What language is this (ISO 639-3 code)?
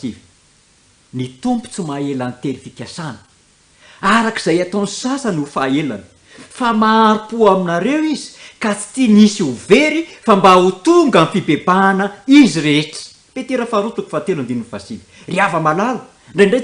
mlg